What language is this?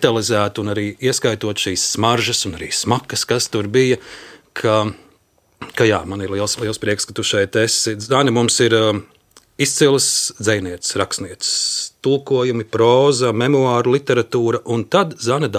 Latvian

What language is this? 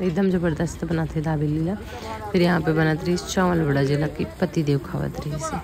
Chhattisgarhi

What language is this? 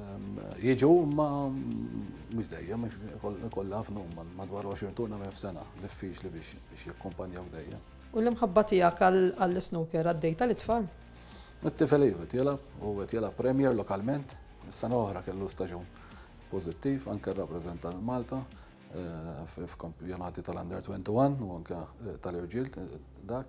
Maltese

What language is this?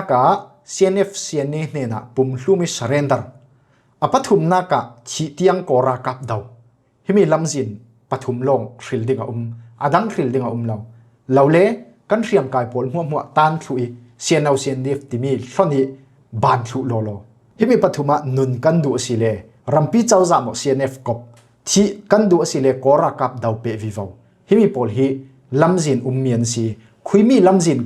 Falam Chin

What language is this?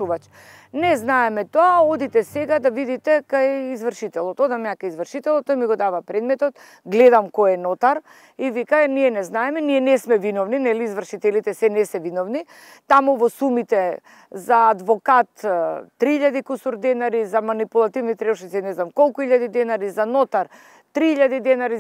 Macedonian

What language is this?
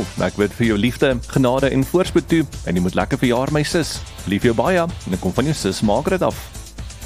Afrikaans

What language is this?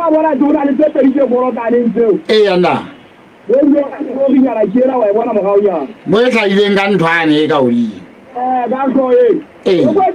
Southern Sotho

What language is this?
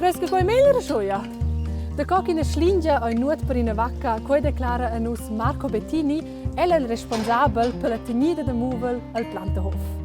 Romansh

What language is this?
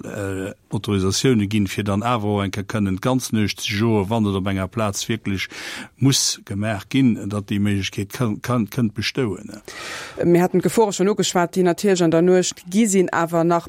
Luxembourgish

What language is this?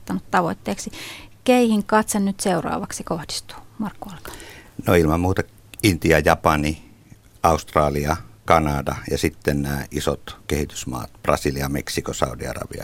Finnish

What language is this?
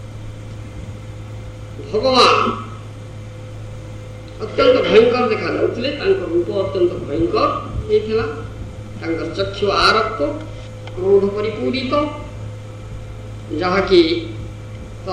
Odia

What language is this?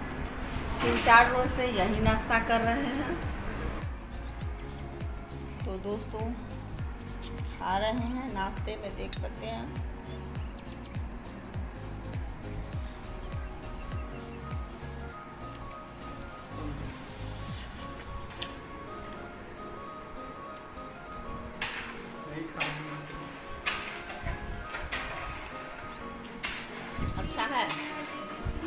Hindi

